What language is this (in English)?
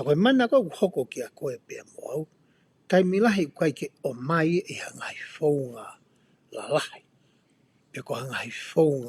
Tongan